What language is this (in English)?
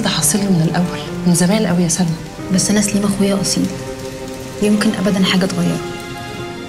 Egyptian Arabic